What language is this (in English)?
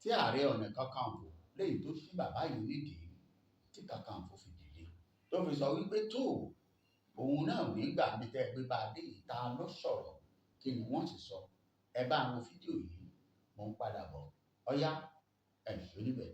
Yoruba